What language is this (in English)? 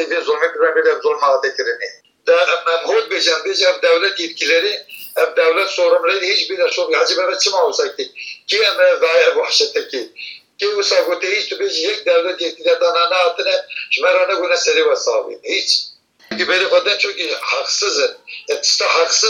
Kurdish